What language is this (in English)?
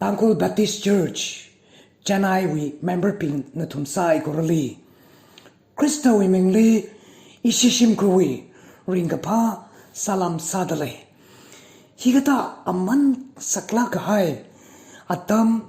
Tangkhul Naga (India)